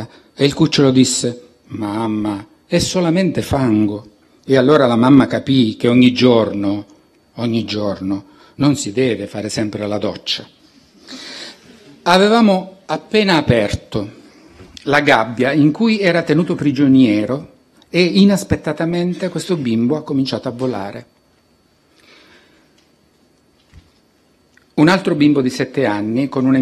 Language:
Italian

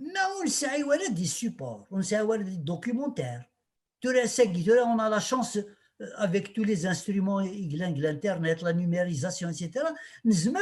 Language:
Kabyle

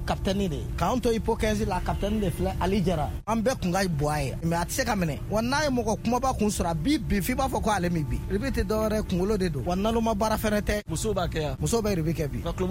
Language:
Bambara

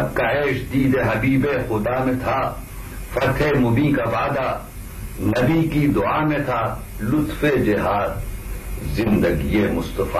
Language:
Urdu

